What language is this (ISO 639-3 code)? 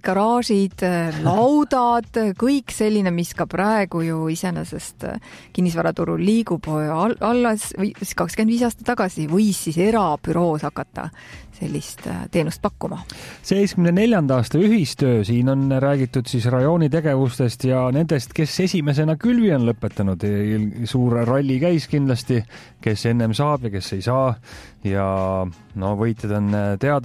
est